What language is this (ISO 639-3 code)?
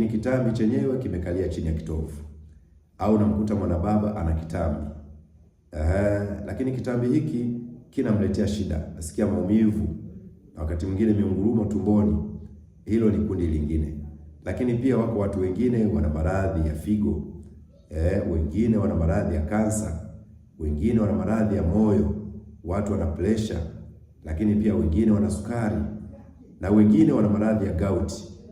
swa